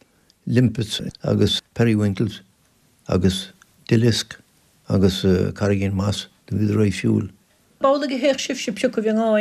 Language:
Irish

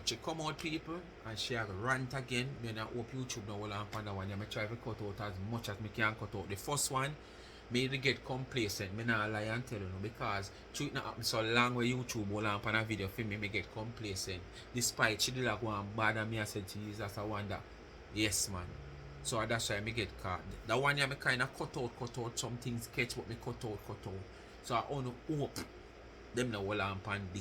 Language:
Jamaican Creole English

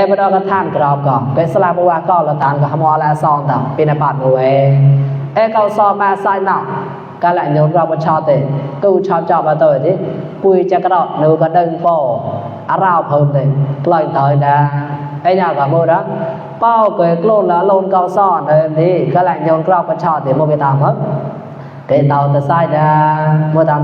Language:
Mon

